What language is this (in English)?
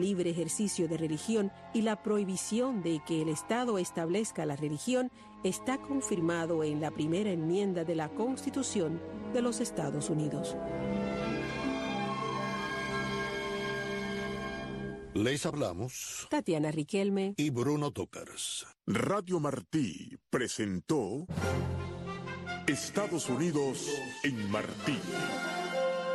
Spanish